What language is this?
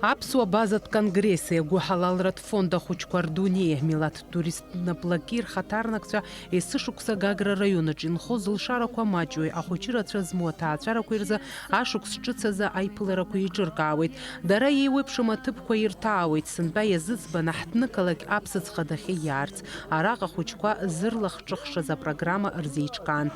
Abkhazian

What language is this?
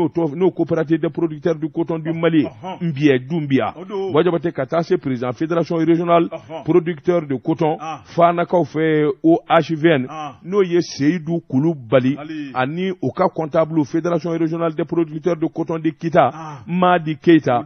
Bambara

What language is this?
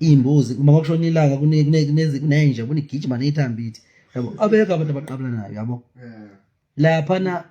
Zulu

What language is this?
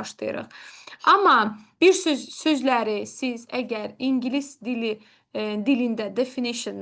Azerbaijani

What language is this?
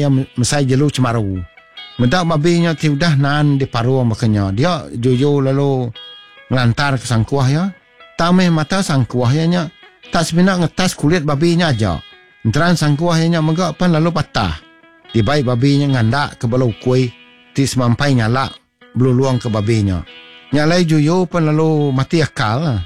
Iban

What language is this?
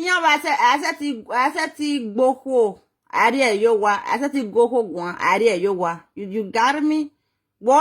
Nigerian Pidgin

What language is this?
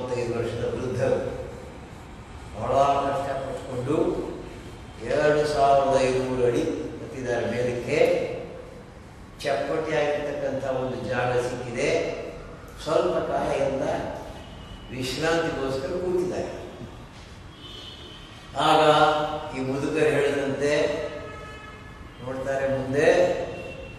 Kannada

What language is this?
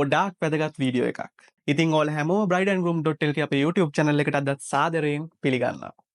Sinhala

